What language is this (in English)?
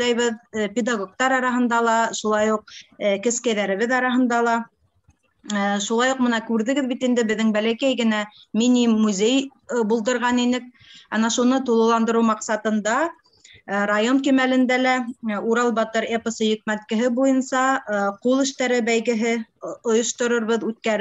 Bashkir